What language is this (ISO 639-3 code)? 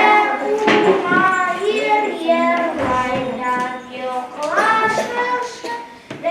bak